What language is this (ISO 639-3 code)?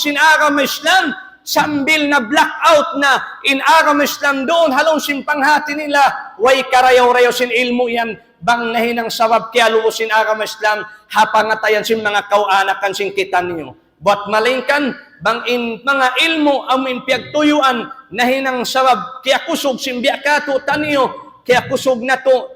tsg